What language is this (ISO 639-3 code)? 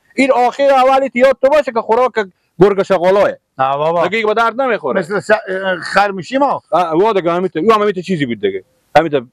fas